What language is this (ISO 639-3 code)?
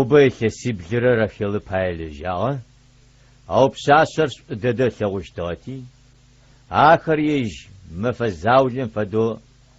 ady